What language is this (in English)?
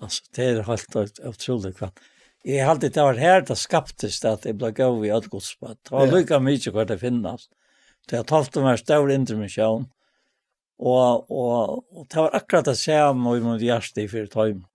Faroese